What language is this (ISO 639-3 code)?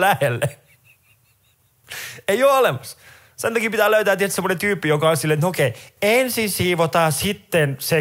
fin